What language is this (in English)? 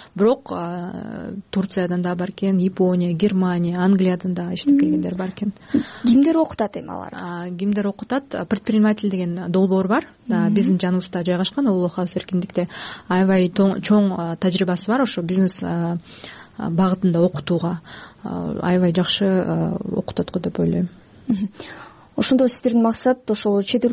Kyrgyz